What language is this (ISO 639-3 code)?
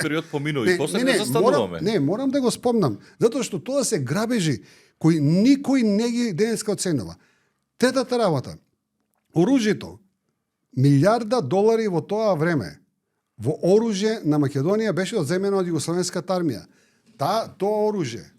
mkd